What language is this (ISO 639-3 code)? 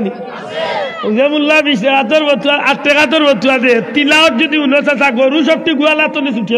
syl